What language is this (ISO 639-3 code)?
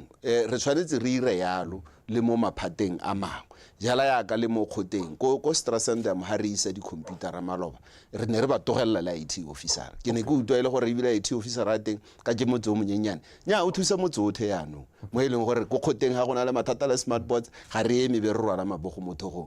tsn